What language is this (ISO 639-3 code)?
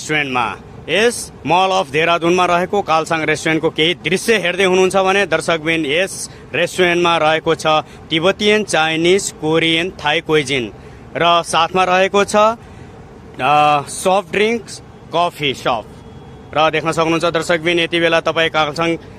nep